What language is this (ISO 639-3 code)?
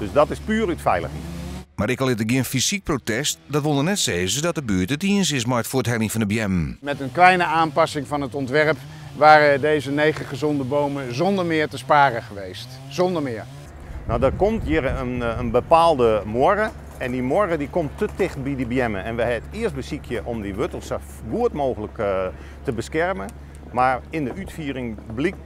fry